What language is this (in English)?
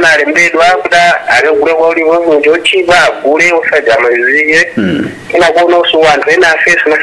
Nyanja